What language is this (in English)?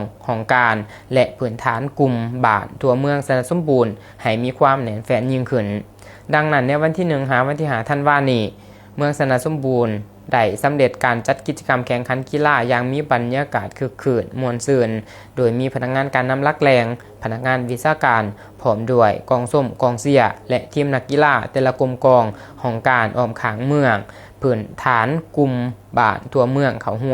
Lao